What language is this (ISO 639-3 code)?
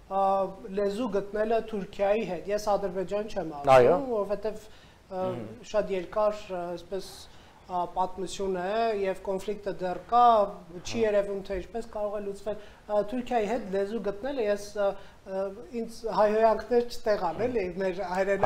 hye